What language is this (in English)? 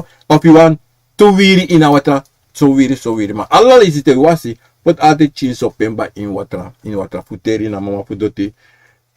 Sranan Tongo